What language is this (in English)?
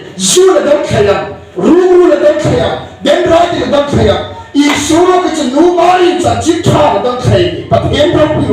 Hmar